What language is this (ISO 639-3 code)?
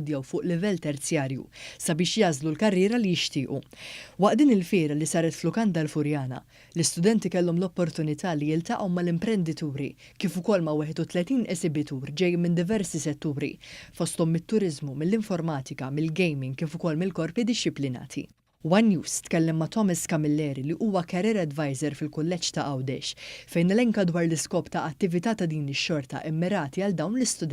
mlt